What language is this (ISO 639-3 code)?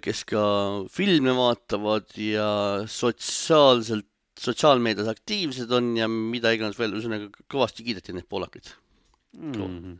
est